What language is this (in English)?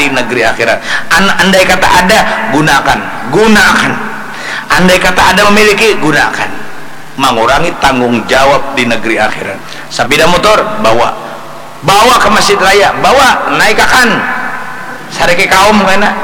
Banjar